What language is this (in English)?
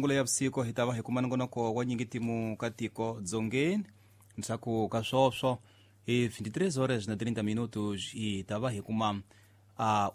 Tsonga